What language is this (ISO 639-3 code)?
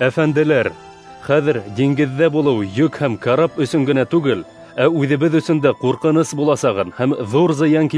bak